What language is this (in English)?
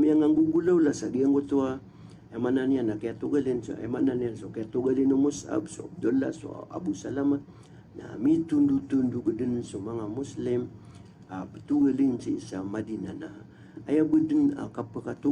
Maranao